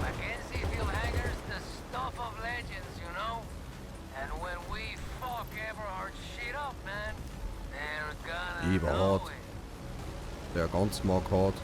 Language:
Bavarian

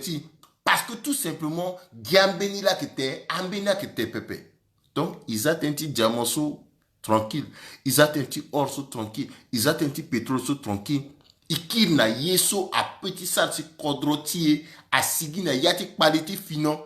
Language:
Sango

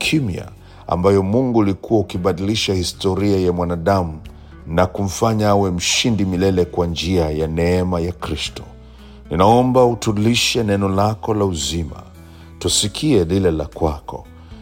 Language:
Swahili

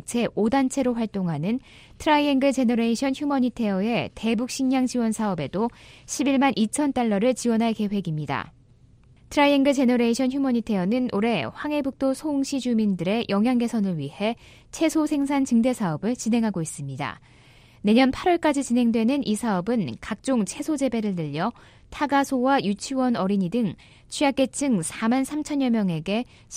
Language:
Korean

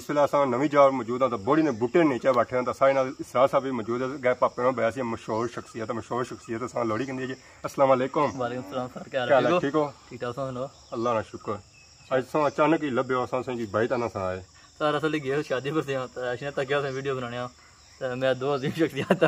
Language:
Pahari-Potwari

